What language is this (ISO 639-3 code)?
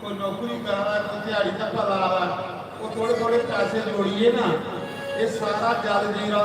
doi